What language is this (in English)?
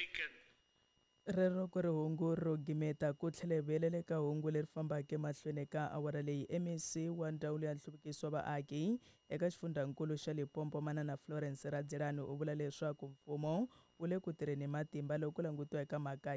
Tsonga